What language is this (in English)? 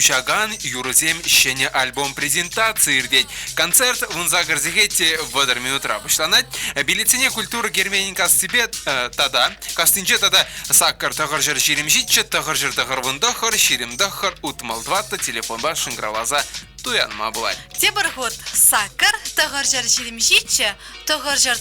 Chuvash